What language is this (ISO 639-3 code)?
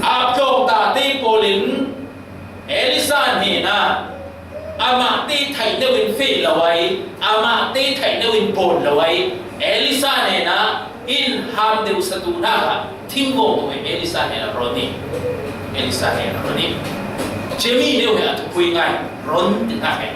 cfm